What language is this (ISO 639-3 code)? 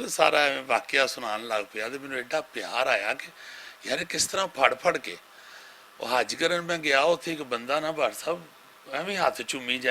lah